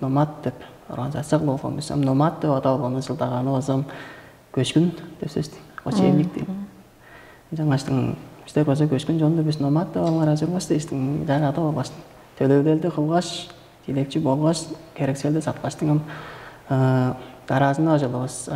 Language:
Tuvinian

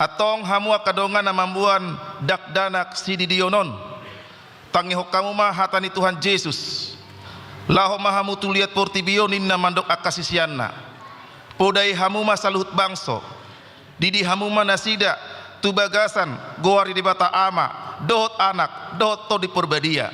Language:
Batak Toba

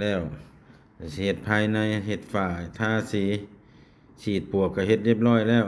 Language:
Northeastern Thai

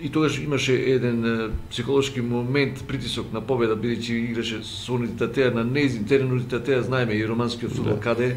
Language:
Macedonian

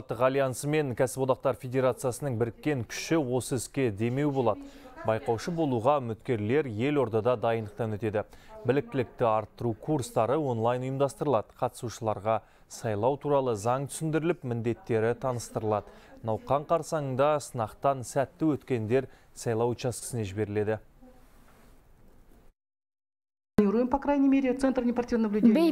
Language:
Kazakh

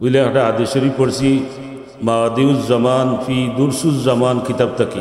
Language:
Sylheti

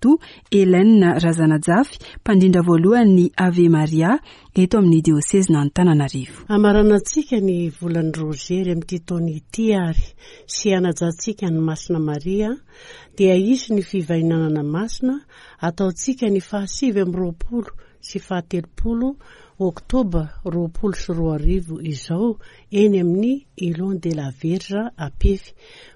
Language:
Malagasy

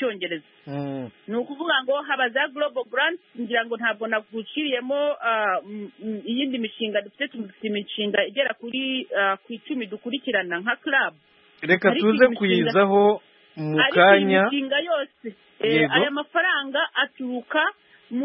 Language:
Kinyarwanda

